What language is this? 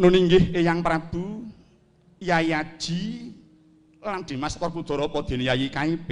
Javanese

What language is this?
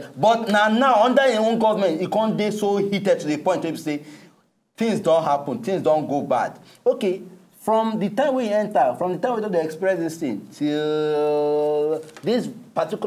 Nigerian Pidgin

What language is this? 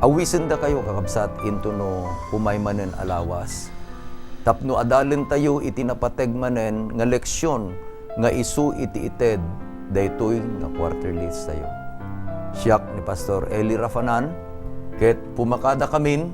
Iloko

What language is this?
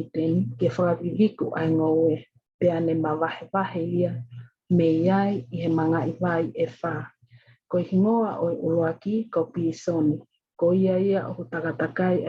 Tongan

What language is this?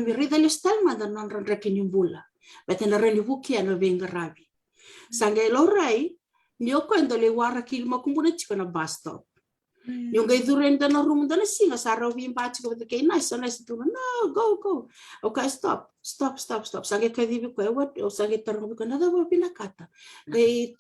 Fijian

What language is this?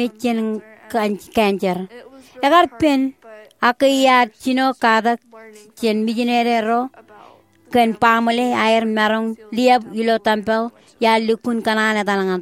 Marshallese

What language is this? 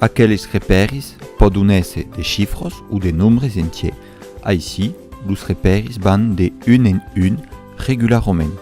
Occitan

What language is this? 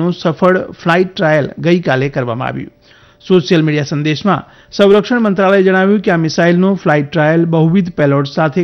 Gujarati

